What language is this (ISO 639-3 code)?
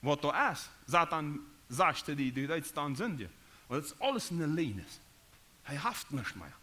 pdt